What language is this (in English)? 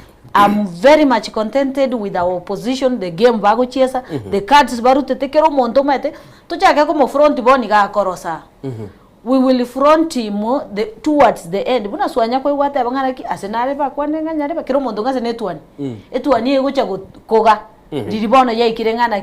Gusii